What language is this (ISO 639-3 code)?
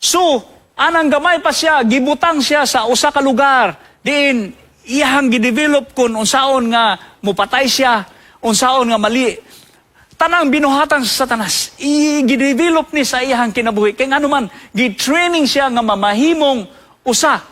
ceb